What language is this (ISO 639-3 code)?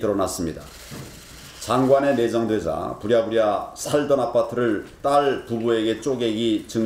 kor